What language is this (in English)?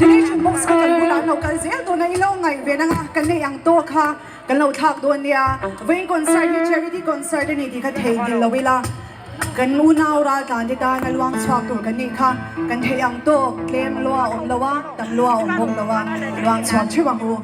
Mizo